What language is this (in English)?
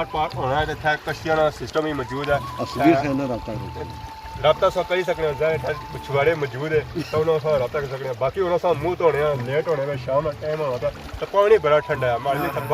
Pahari-Potwari